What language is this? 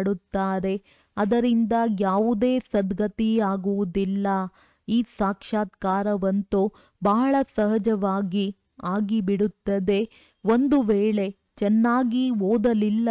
Kannada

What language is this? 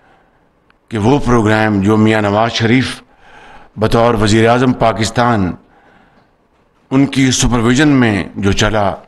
Urdu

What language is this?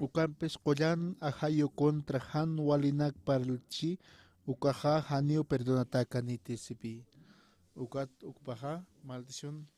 Aymara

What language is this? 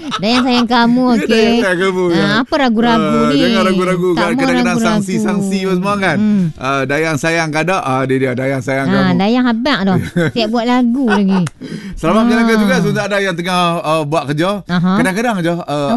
Malay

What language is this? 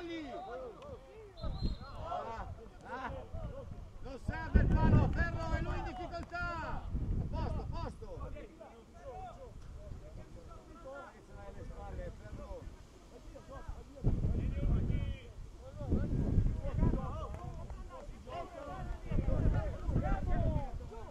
Italian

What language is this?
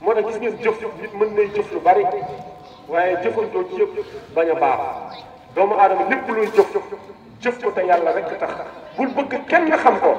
Wolof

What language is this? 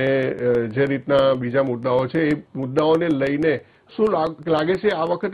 Gujarati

